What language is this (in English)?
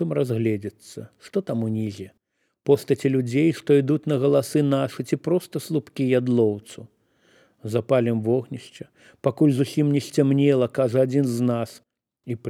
Belarusian